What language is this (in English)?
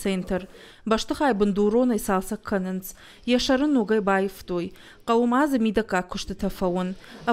Ossetic